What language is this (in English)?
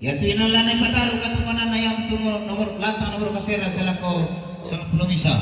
Toraja-Sa'dan